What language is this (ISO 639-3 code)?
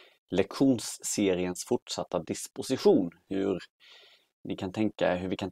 swe